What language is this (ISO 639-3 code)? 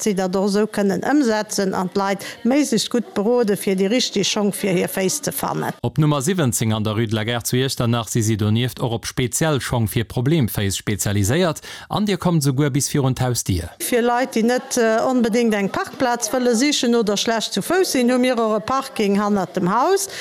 ltz